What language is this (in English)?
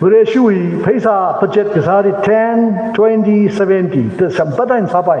Tangkhul Naga (India)